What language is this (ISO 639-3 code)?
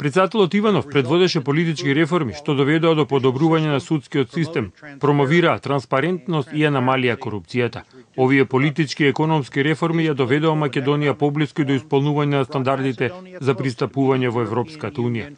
mkd